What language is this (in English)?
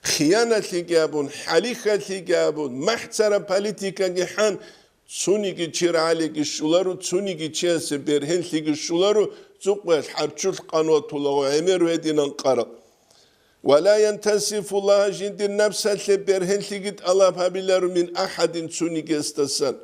Avaric